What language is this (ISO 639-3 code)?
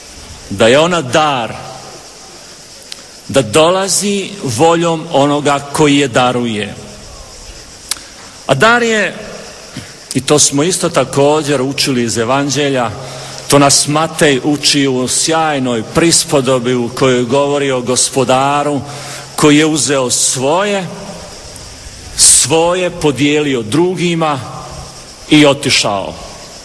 hrv